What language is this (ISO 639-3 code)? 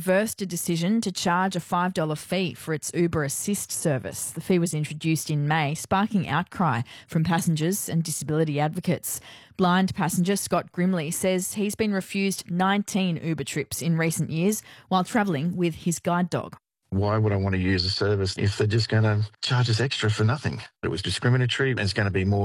eng